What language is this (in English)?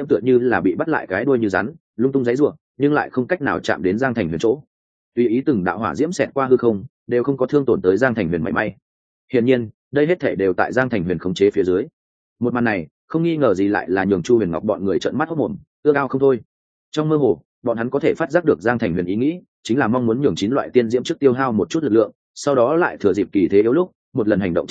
Vietnamese